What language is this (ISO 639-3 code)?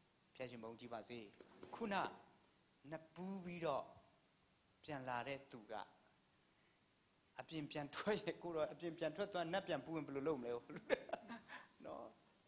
mya